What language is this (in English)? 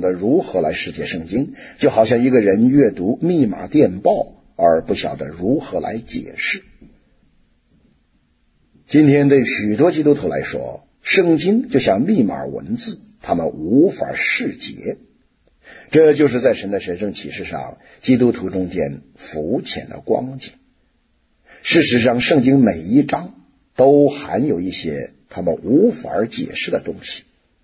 Chinese